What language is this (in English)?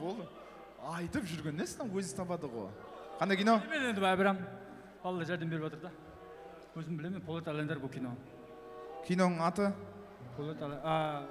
Kara-Kalpak